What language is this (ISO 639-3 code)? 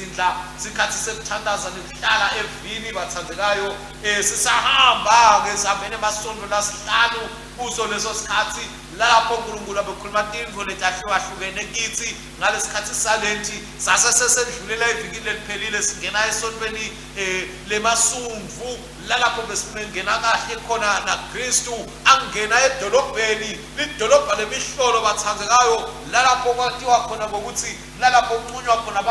ssw